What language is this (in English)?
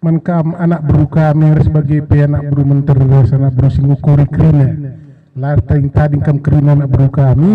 Batak Karo